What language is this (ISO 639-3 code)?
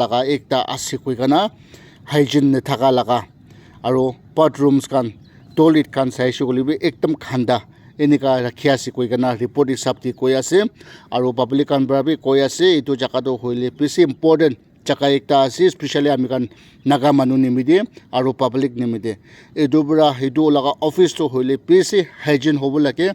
nag